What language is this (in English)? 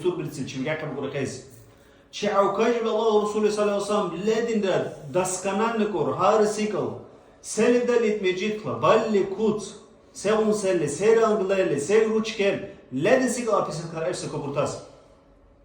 Dargwa